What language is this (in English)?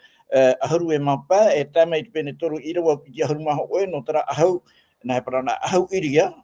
Tahitian